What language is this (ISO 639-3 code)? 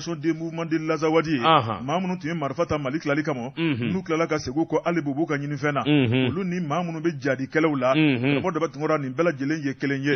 bam